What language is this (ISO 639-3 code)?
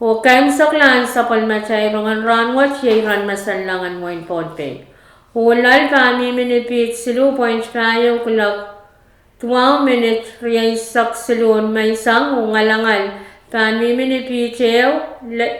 pon